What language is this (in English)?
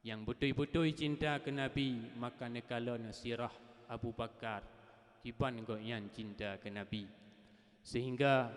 Achinese